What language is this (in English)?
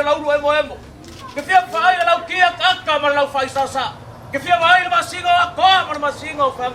Samoan